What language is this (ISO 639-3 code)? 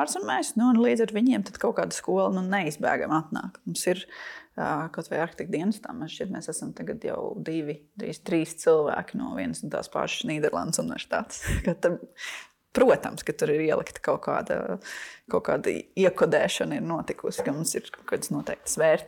lav